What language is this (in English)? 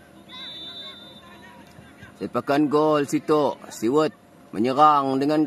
Malay